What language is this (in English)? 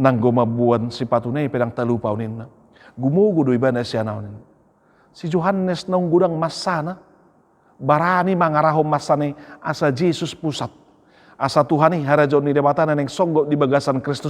Batak Toba